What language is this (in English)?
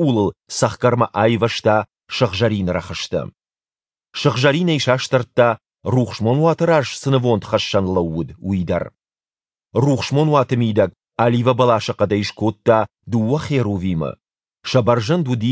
Ossetic